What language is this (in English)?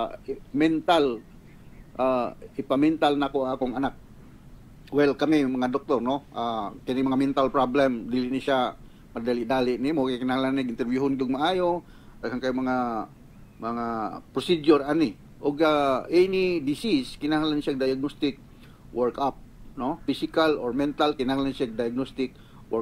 Cebuano